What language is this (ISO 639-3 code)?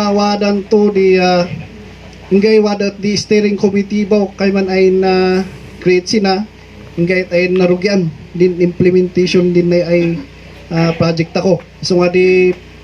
kne